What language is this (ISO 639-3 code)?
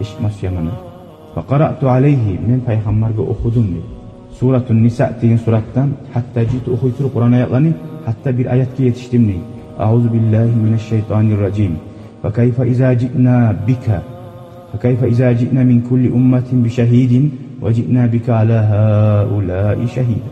kum